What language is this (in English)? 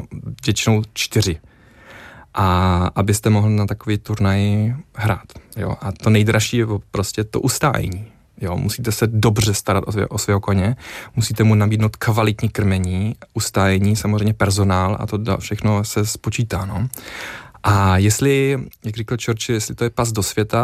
Czech